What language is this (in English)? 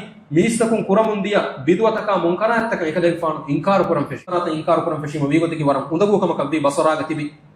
Divehi